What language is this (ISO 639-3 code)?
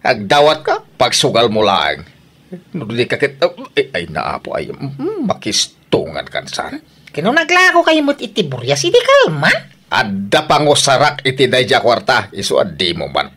ilo